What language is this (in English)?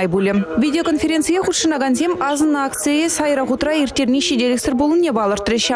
Chuvash